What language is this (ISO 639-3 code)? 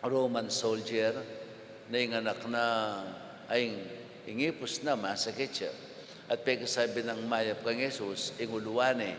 pam